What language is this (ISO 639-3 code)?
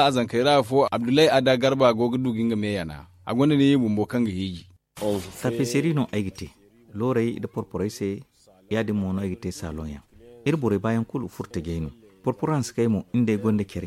dje